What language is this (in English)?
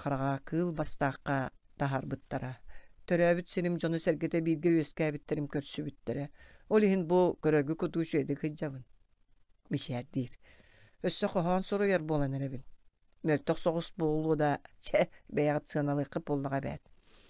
Yakut